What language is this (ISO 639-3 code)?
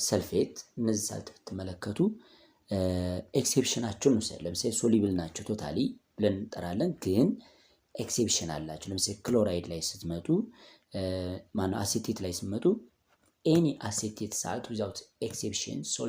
amh